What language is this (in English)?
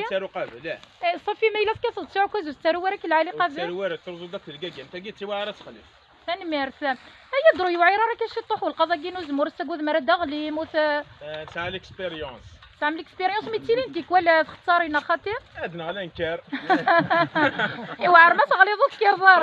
Kabyle